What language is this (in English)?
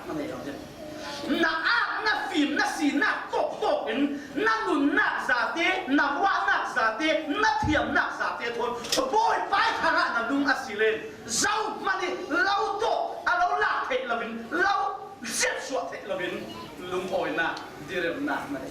Falam Chin